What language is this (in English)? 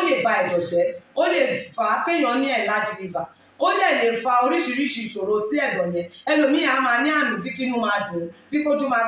Yoruba